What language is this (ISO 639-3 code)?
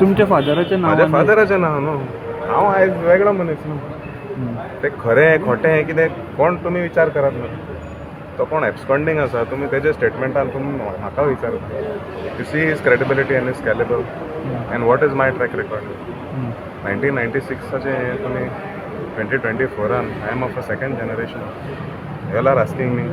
kok